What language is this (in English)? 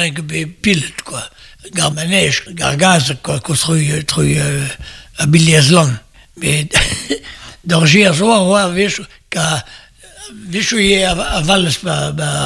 Breton